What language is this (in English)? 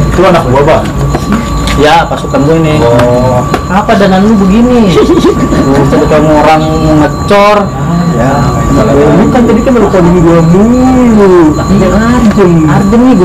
Betawi